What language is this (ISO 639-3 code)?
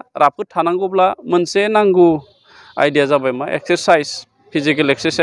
brx